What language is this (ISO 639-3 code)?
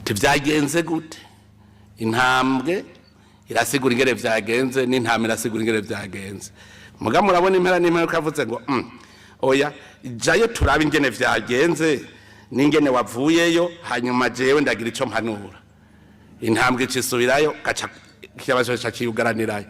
run